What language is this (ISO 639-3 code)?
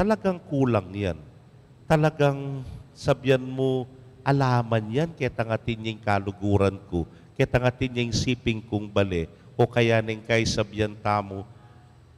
pam